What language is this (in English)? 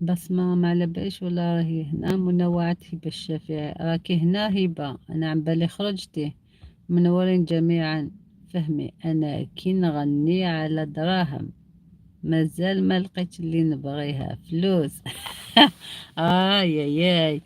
Algerian Arabic